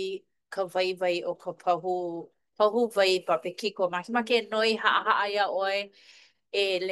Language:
Hawaiian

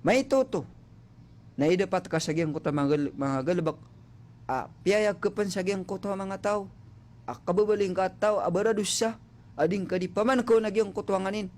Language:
Maranao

